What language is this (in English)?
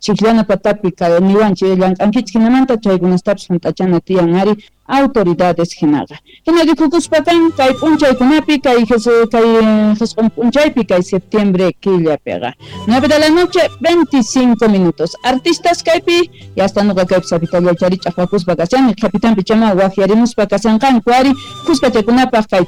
South Bolivian Quechua